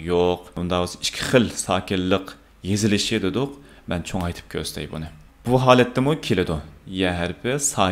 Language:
Uyghur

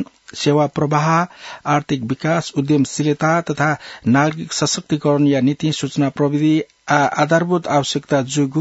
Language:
Newari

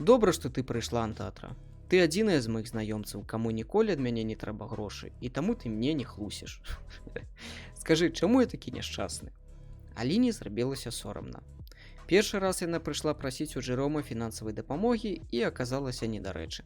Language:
Belarusian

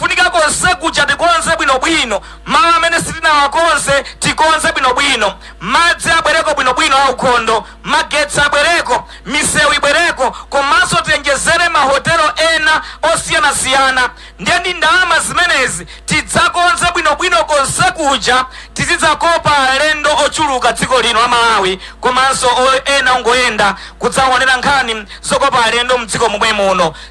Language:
Nyanja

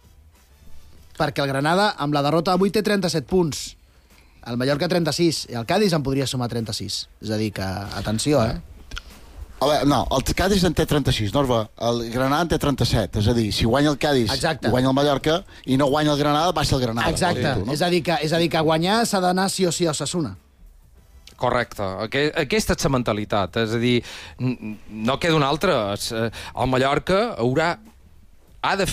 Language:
Catalan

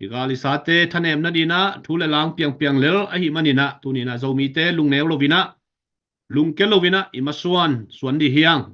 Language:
Tedim Chin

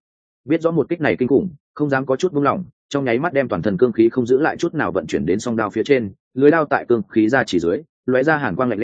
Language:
Vietnamese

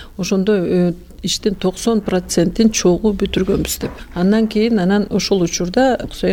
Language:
Kyrgyz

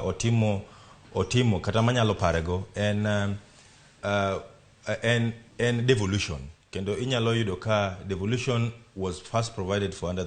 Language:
Luo (Kenya and Tanzania)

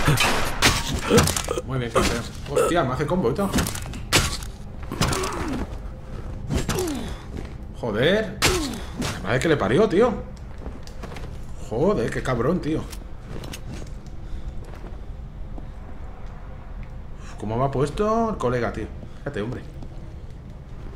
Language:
Spanish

